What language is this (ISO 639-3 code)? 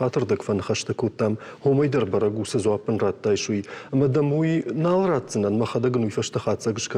oss